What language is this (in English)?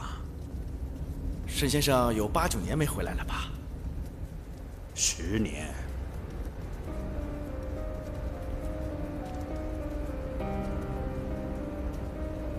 Chinese